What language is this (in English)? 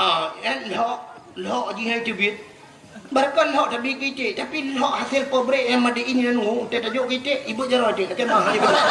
Achinese